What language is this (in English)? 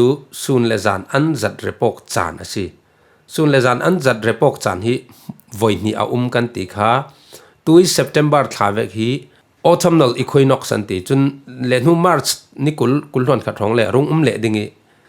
Falam Chin